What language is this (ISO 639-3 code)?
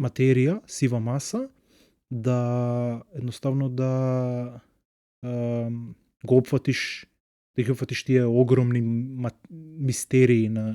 mkd